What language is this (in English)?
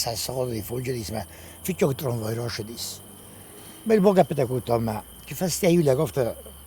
Ossetic